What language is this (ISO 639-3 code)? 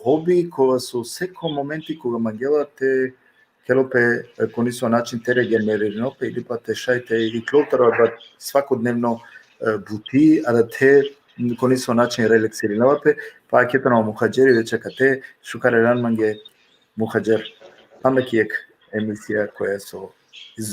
rmn